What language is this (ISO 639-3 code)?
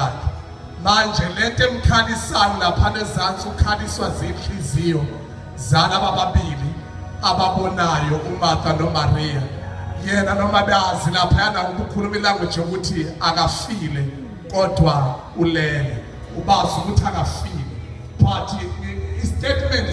zul